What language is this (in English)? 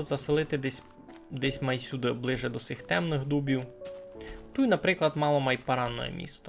Rusyn